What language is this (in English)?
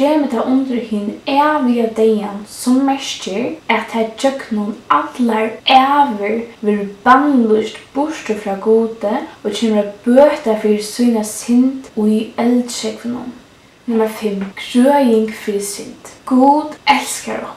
Faroese